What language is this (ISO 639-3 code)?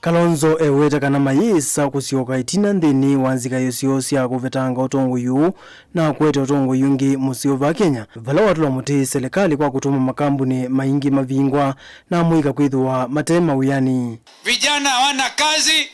kam